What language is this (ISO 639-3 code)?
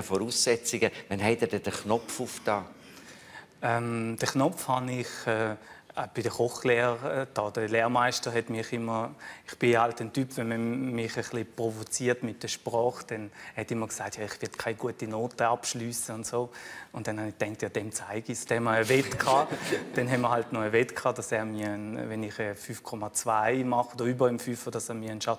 gsw